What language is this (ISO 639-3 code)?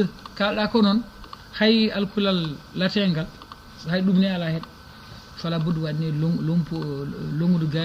ful